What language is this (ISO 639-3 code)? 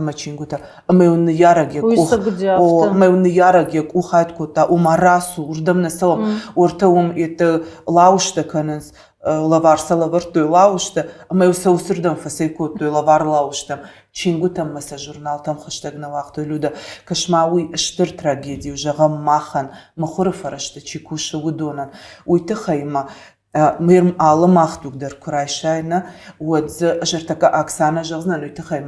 oss